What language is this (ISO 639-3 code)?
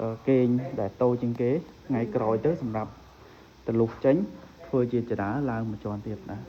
khm